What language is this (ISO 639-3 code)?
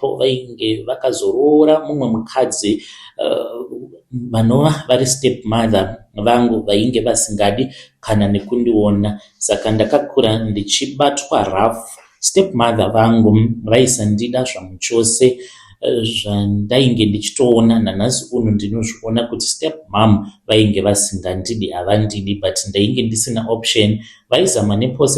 sna